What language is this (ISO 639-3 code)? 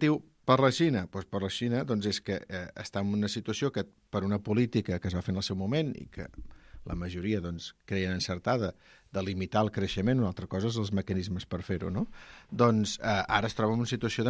cat